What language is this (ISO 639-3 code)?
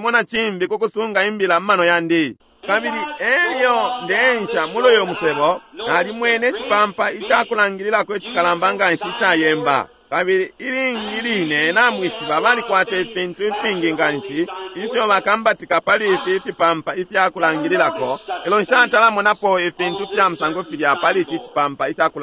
bem